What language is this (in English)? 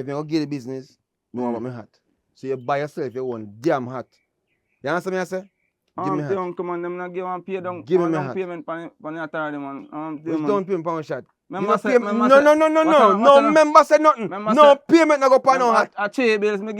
Jamaican Creole English